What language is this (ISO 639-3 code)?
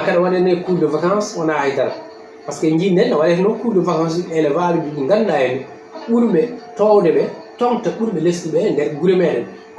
ful